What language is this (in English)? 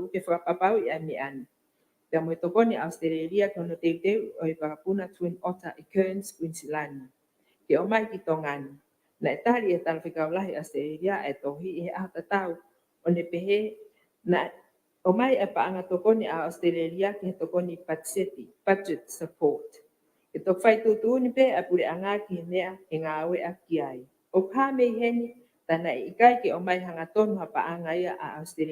Tongan